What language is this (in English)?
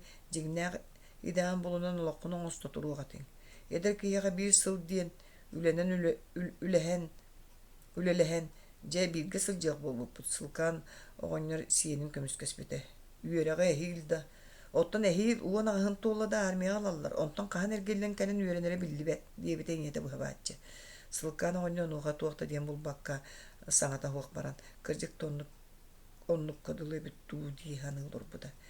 Yakut